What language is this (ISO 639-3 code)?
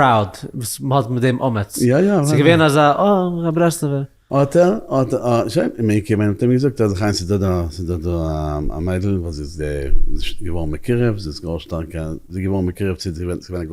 yid